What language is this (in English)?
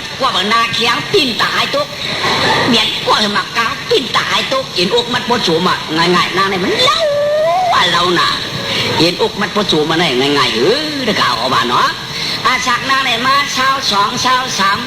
Shan